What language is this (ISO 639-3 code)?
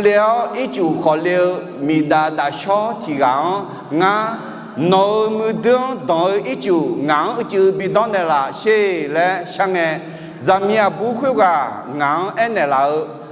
ahk